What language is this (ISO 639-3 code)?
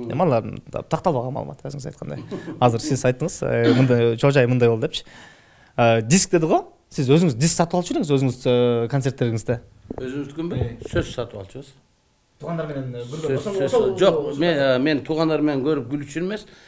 kir